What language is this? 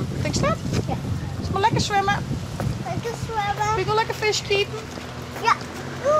Western Frisian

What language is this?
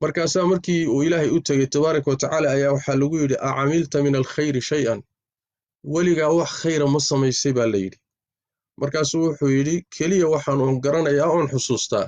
Somali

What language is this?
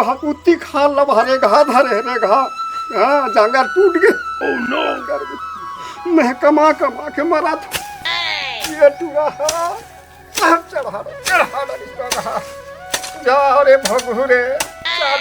Chhattisgarhi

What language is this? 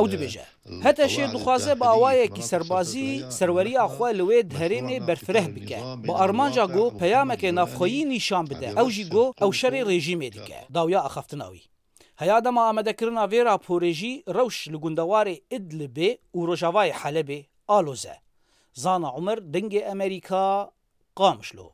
Kurdish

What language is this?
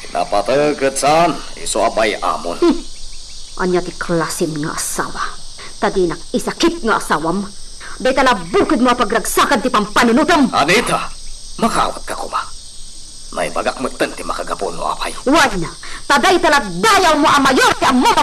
Iloko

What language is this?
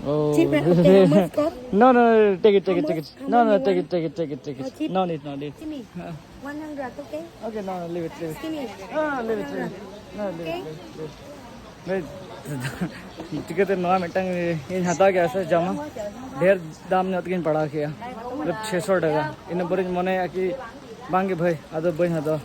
Santali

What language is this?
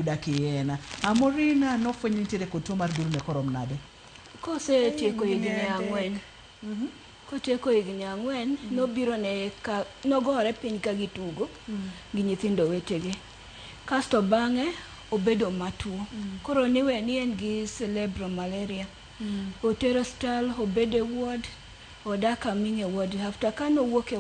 Luo (Kenya and Tanzania)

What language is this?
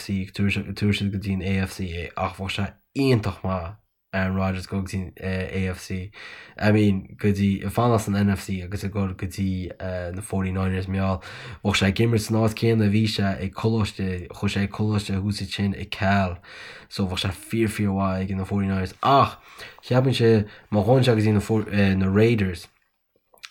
Irish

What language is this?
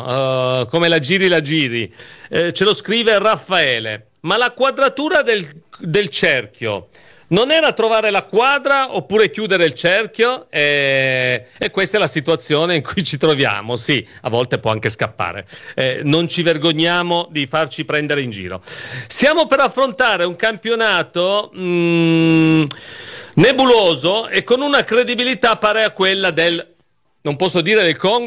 Italian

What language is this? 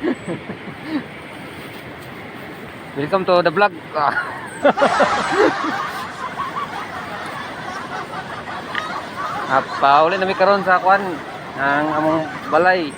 Cebuano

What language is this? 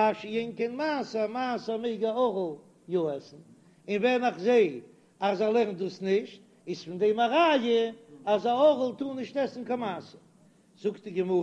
Yiddish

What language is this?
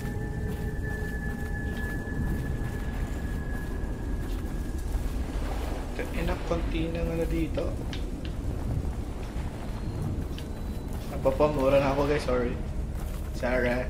Filipino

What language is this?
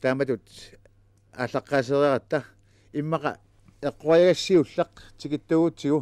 Kalaallisut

